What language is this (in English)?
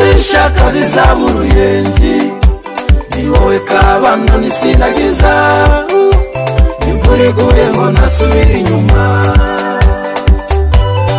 Kinyarwanda